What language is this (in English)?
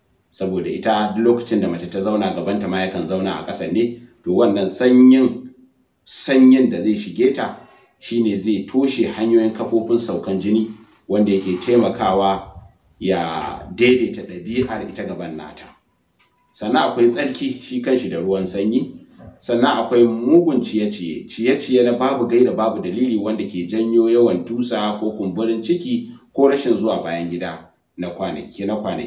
Hausa